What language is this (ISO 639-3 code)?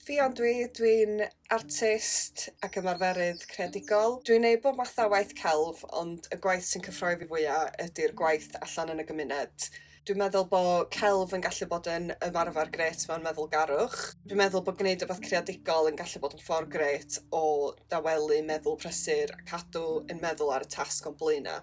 cym